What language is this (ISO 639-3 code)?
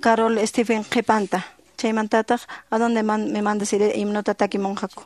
que